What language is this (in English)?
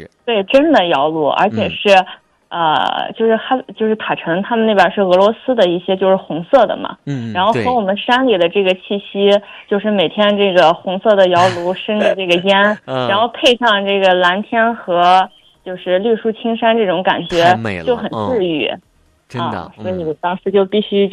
Chinese